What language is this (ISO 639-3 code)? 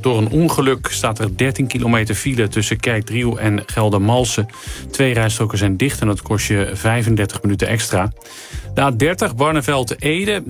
nld